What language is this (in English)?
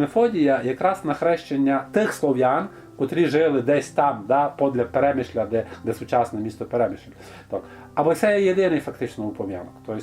Rusyn